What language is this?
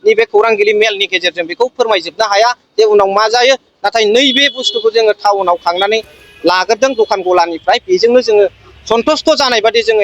Bodo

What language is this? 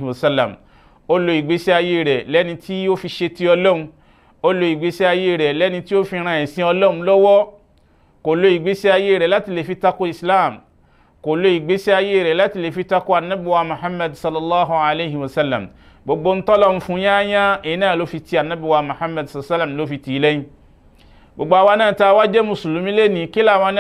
Yoruba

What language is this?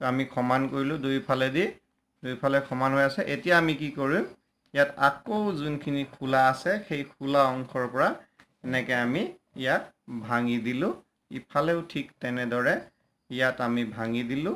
Assamese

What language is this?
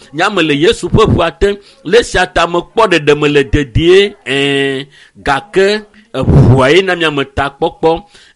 Ewe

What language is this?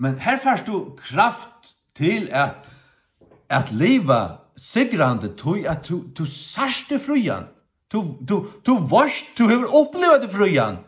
Faroese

